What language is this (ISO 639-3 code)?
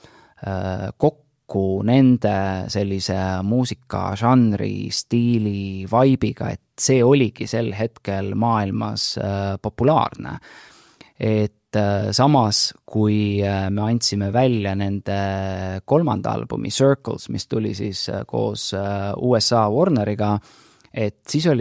est